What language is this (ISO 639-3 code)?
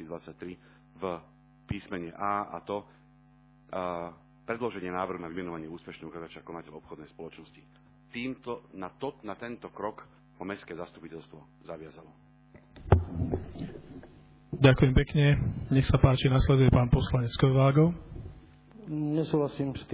slk